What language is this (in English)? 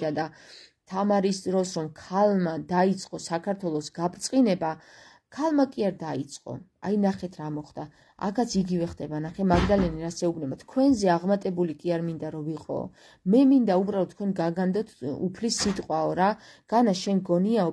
Georgian